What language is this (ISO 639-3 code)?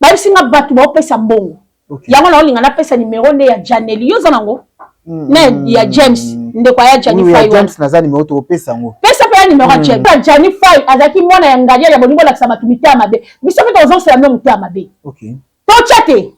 lin